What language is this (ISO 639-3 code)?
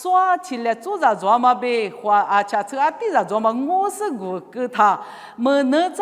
lis